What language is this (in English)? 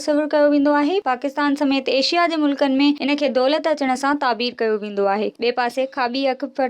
Sindhi